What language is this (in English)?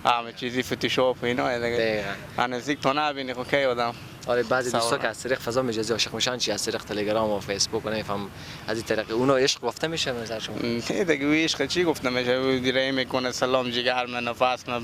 Persian